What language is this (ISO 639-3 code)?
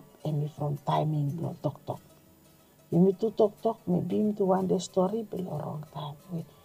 bis